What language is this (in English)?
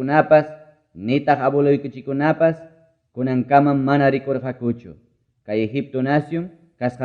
Ayacucho Quechua